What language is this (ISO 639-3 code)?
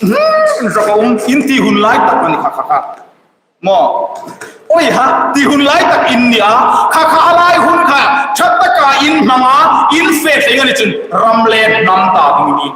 hmr